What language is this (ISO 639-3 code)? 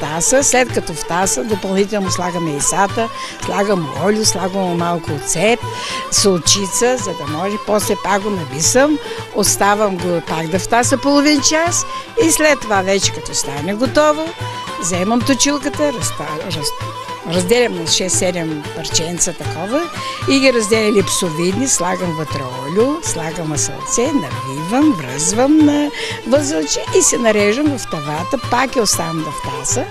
bul